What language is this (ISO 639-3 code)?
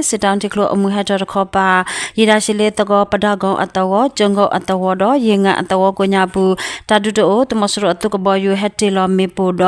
ksw